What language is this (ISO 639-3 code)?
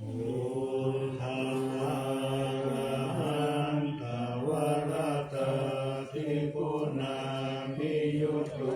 pli